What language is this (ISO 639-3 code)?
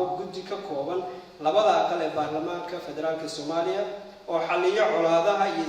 som